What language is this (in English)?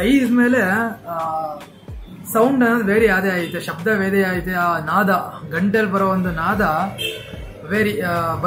Kannada